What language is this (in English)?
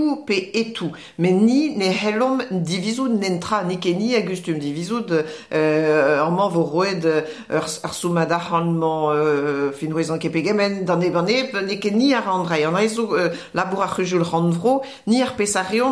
Breton